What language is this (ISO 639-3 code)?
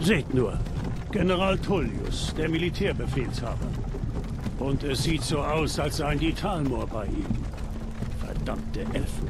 gsw